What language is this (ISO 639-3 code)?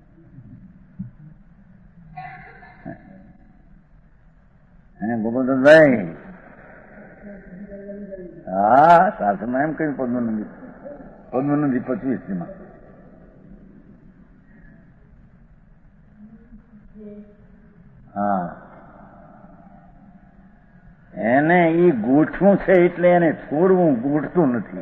guj